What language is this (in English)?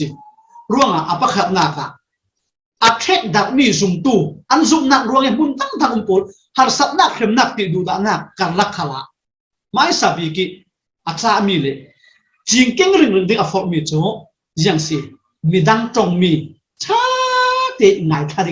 Falam Chin